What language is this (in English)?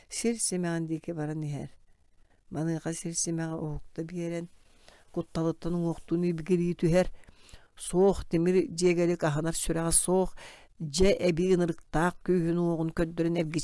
Yakut